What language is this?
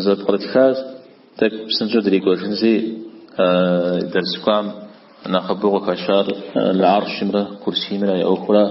Kabardian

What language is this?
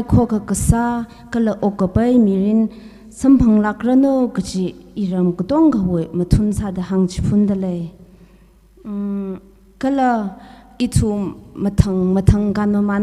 Tangkhul Naga (India)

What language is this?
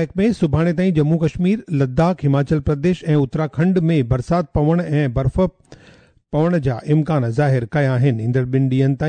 Sindhi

